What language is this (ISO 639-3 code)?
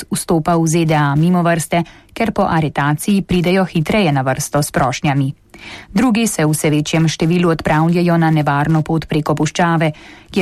slv